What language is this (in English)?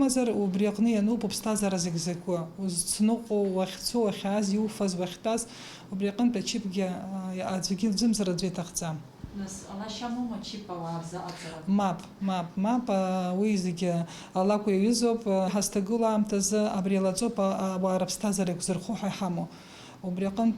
Abkhazian